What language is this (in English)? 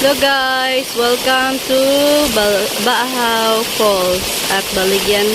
Bikol